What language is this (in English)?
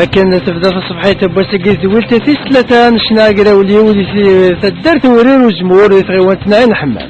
Kabyle